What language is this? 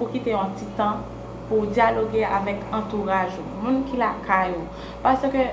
Haitian Creole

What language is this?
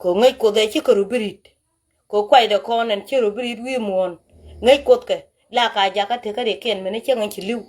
Nuer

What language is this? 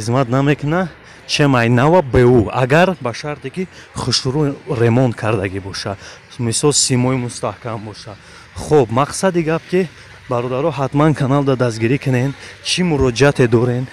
Tajik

